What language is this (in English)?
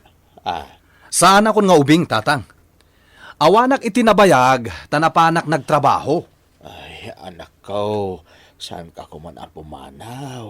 Iloko